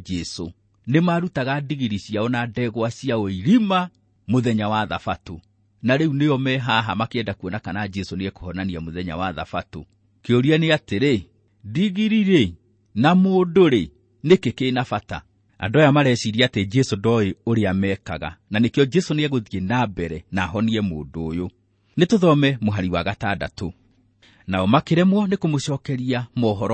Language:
Kikuyu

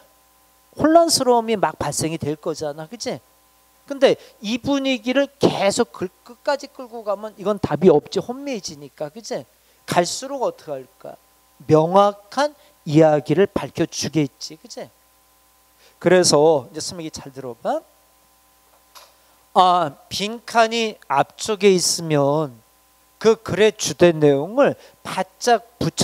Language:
Korean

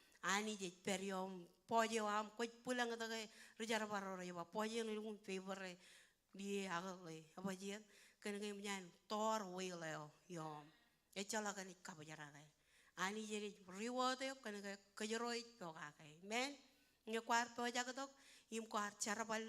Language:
Marshallese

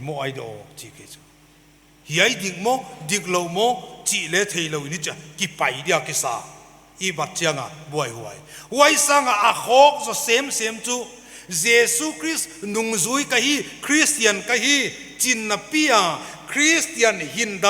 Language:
Paite Chin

